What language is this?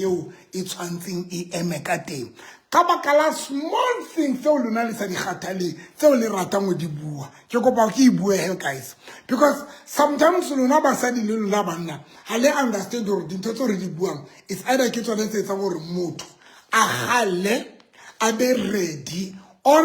Southern Sotho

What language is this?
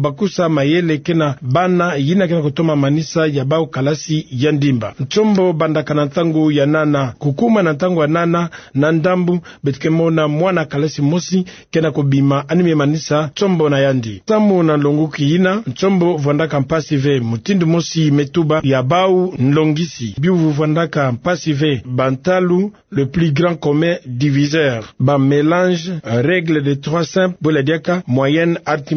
Kituba (Democratic Republic of Congo)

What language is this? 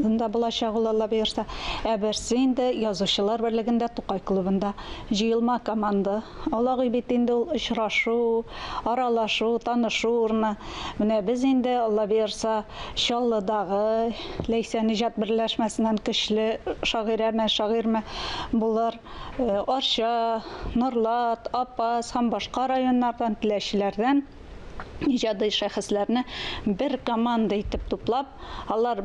Tatar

